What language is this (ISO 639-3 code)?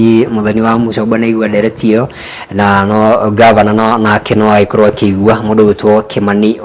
kik